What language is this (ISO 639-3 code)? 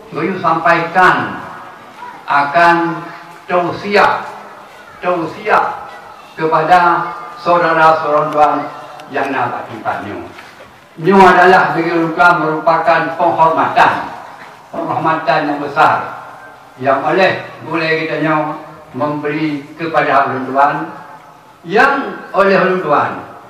ace